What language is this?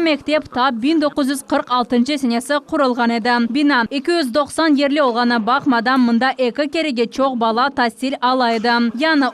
Crimean Tatar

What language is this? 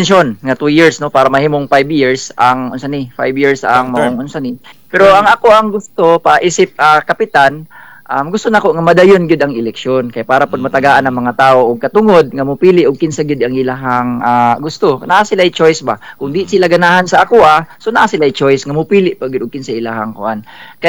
Cebuano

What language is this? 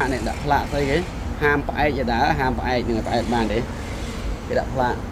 Khmer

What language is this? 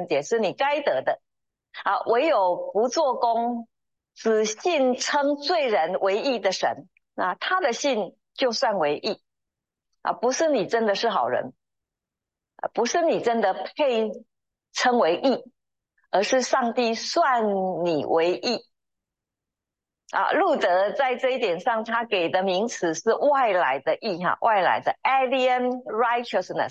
Chinese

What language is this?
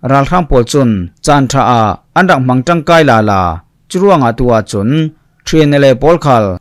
Falam Chin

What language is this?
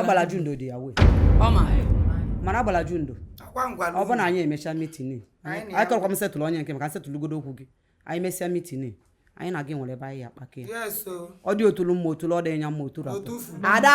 Igbo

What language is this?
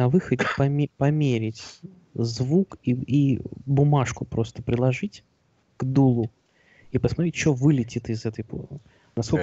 Russian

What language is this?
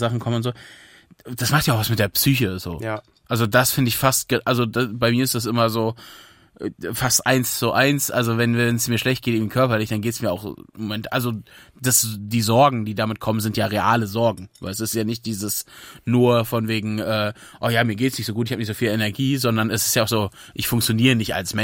German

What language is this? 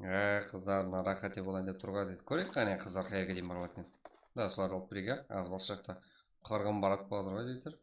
Kara-Kalpak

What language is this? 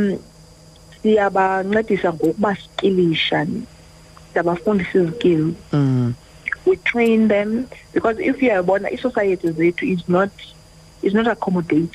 Xhosa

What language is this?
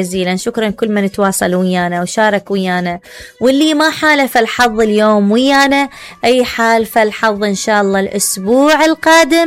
Mesopotamian Arabic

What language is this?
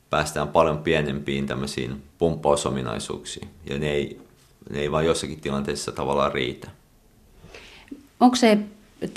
Finnish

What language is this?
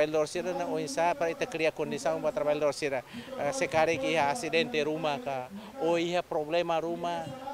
Tetum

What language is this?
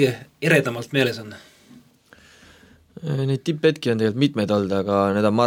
Estonian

